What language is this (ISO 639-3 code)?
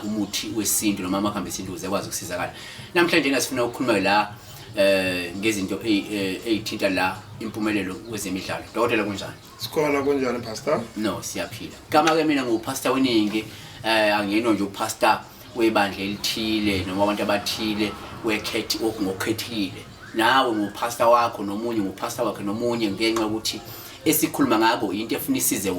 zul